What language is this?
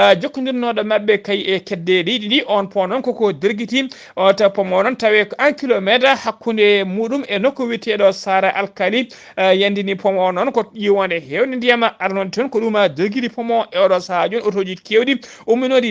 Fula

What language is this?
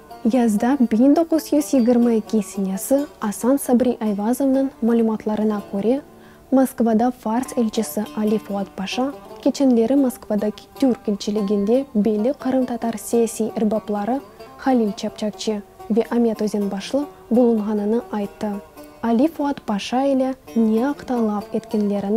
Crimean Tatar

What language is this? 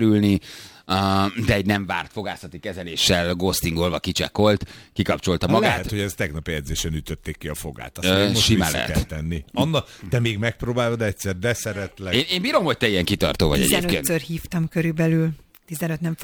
Hungarian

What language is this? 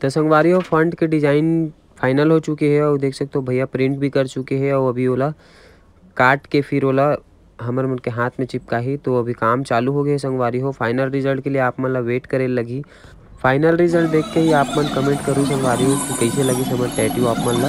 Chhattisgarhi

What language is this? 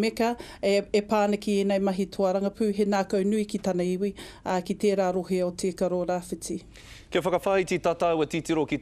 Māori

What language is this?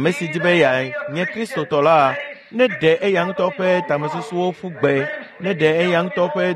Ewe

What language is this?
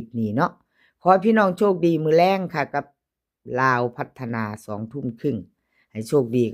Lao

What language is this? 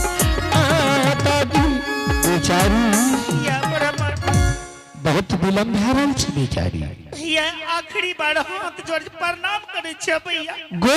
Angika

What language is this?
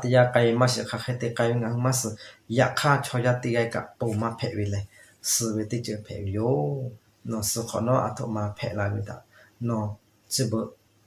Lahu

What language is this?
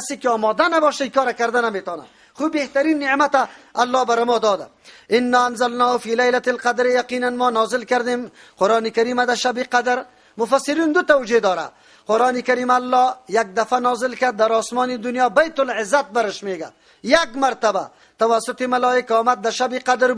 Persian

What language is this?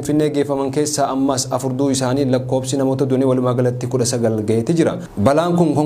Oromo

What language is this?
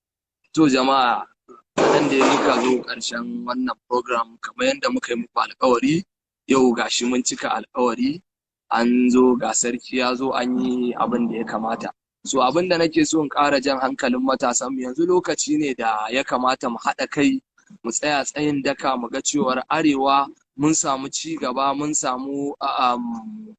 Hausa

